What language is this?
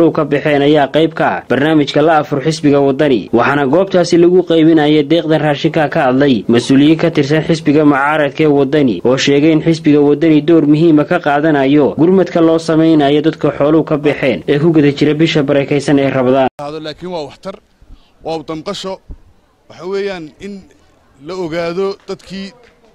Somali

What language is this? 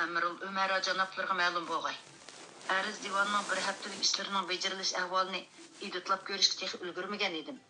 Uyghur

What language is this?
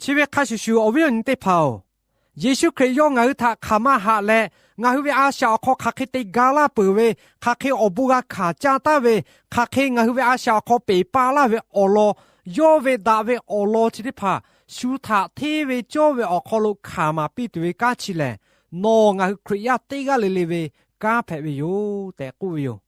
Lahu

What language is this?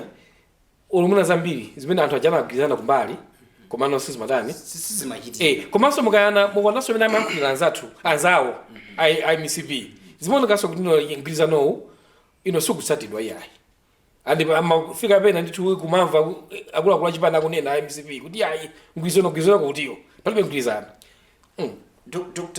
Nyanja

